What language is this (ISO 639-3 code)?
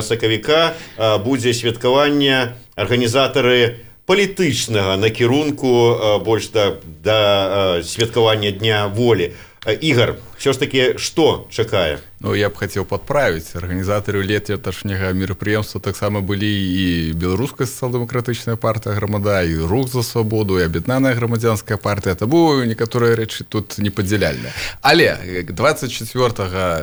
bel